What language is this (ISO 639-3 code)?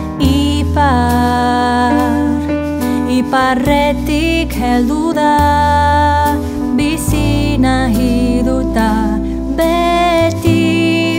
eus